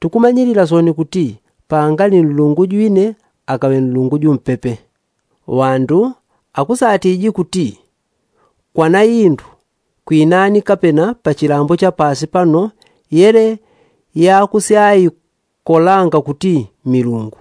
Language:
Yao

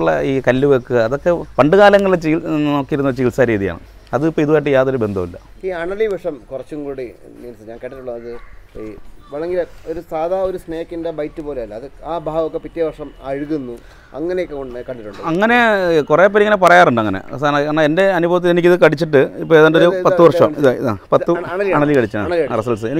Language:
Malayalam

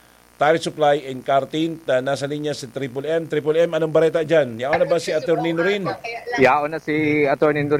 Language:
Bikol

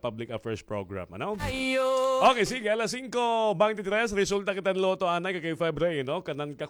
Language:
Waray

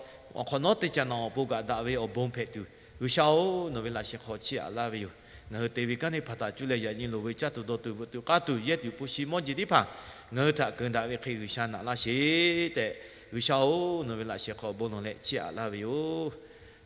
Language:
Lahu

